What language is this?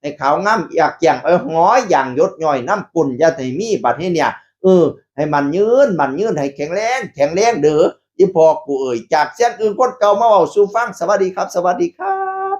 Northeastern Thai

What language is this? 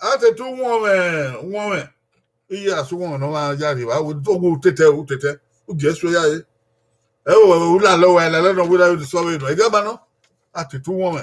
Bini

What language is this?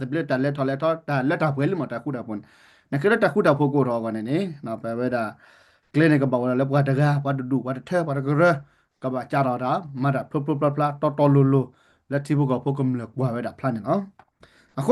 S'gaw Karen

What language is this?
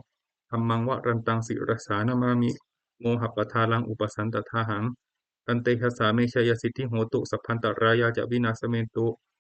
Pali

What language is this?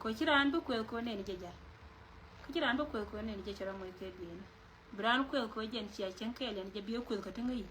Nuer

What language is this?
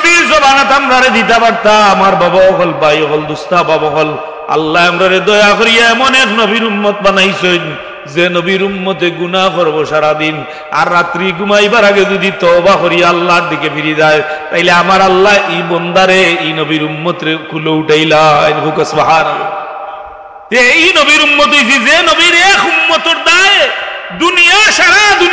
Sylheti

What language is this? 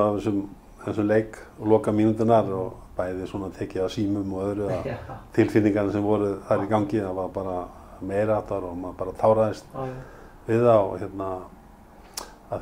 Icelandic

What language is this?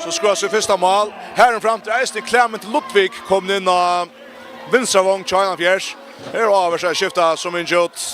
Faroese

